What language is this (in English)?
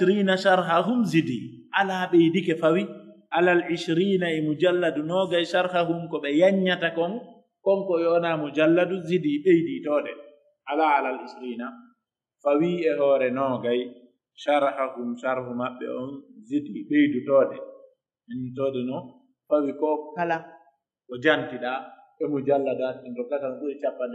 Pular